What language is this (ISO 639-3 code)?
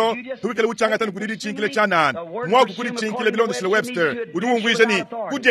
lua